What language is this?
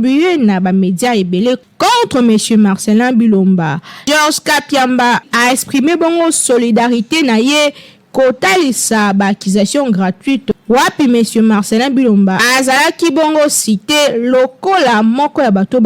Lingala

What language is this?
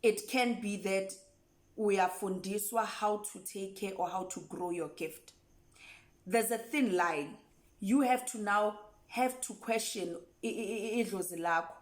Zulu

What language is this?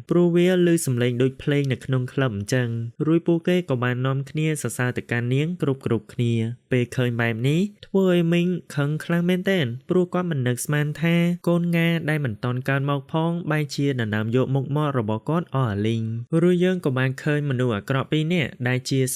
Khmer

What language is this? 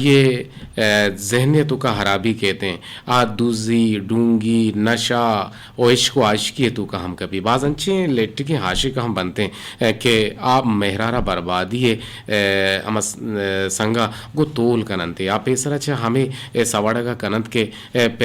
Eastern Balochi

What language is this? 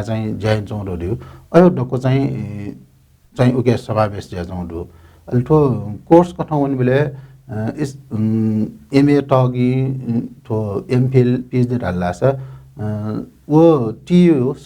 Newari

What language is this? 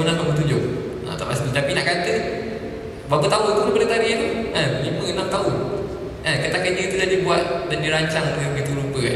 Malay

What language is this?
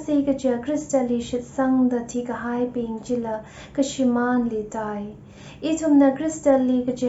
Tangkhul Naga (India)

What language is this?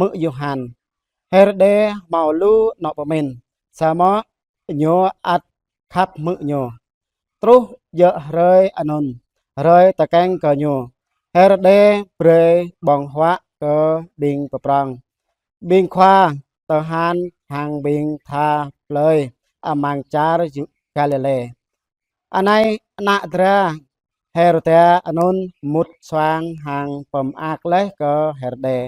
Jarai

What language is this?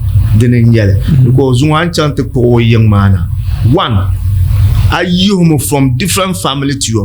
Dagbani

